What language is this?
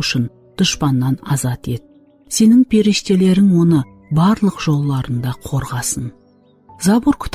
Kara-Kalpak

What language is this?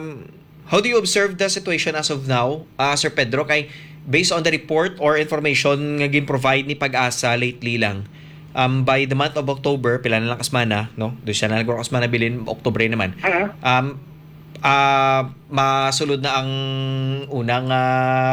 Hiligaynon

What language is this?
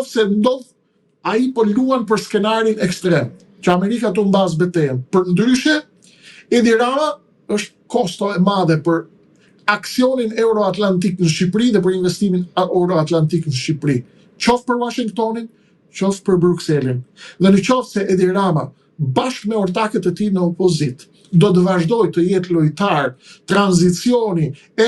Albanian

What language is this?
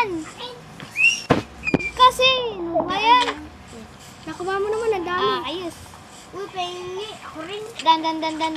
Filipino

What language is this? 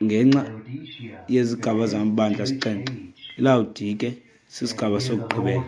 Xhosa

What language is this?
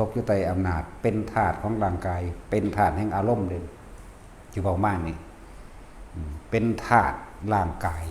Northeastern Thai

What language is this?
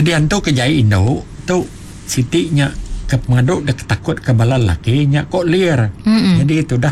Iban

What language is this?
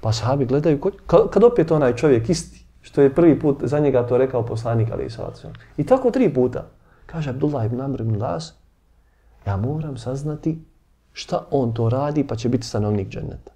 Bosnian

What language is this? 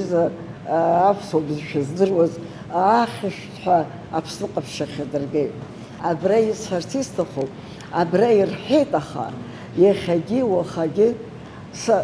Abkhazian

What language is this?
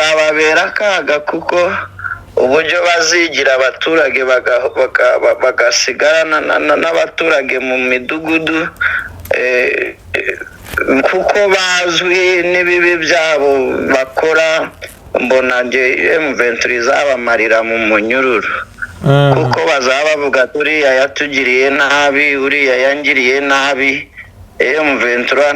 Kinyarwanda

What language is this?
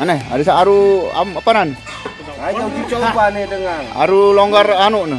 Sasak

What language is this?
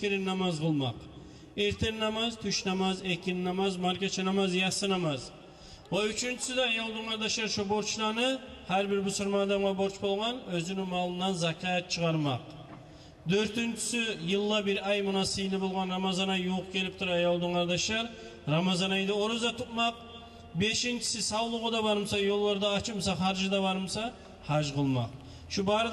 Kumyk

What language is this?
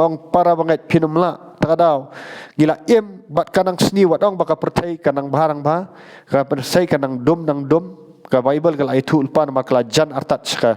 Khasi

